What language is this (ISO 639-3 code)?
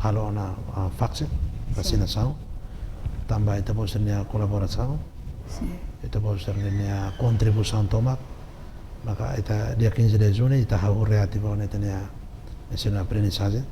tet